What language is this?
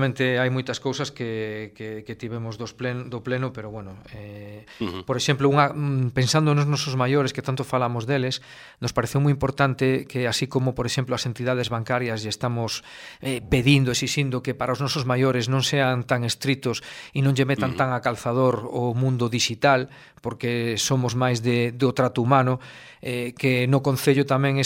Galician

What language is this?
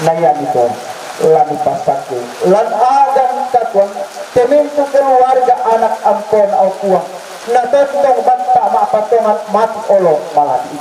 Toraja-Sa'dan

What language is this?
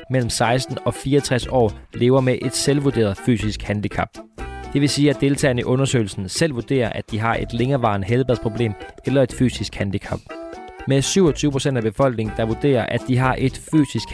Danish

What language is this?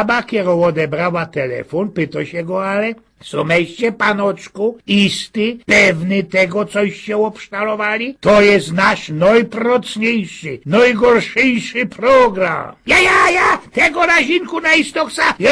Silesian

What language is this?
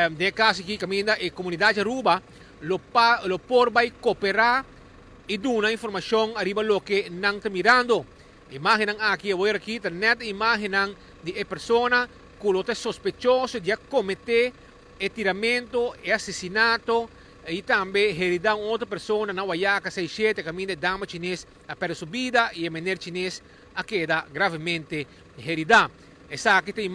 Papiamento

